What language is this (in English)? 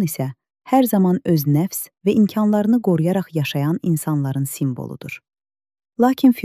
Azerbaijani